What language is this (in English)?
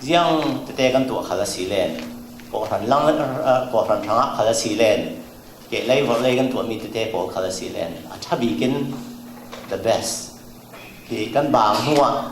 Falam Chin